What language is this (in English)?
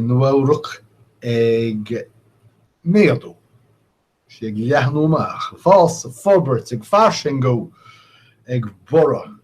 Irish